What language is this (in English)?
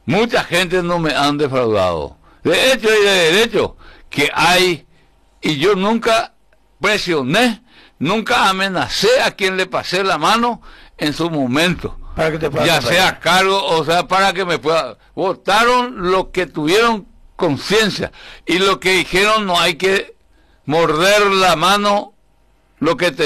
Spanish